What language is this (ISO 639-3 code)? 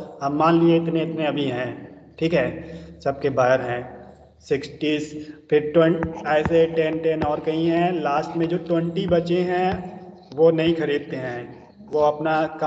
hin